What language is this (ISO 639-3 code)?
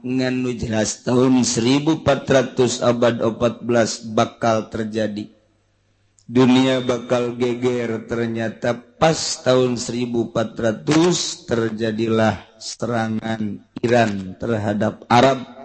sun